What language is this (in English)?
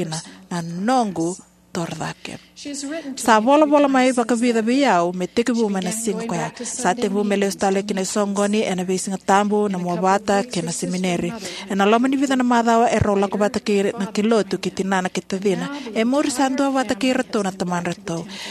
Fijian